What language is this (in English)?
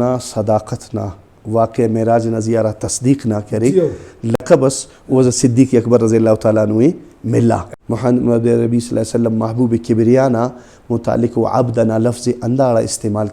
Brahui